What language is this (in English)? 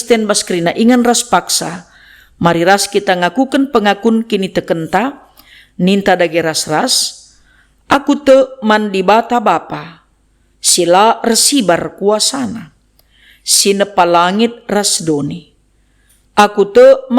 Batak Karo